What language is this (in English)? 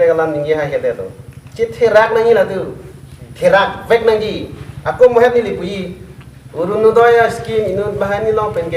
Karbi